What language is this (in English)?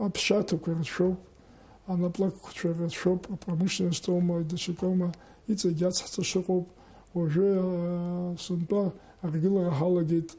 Abkhazian